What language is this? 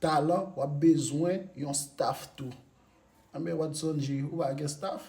Haitian Creole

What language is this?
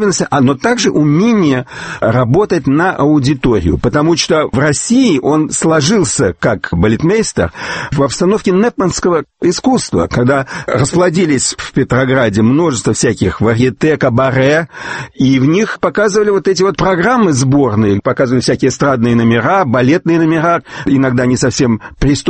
Russian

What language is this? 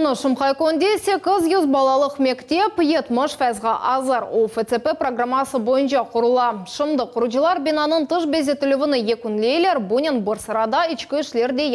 Crimean Tatar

